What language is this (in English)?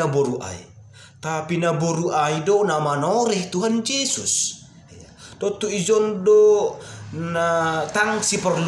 Batak Simalungun